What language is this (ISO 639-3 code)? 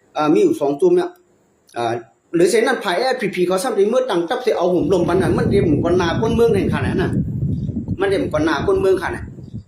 shn